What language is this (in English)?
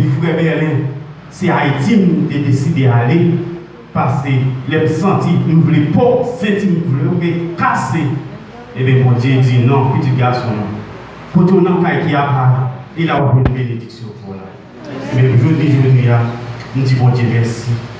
Haitian Creole